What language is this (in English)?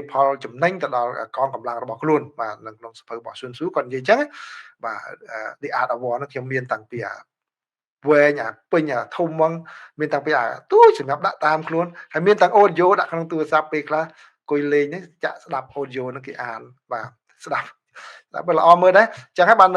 Khmer